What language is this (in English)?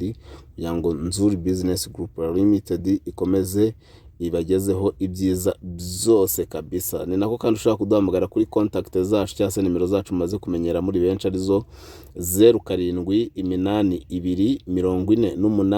Kinyarwanda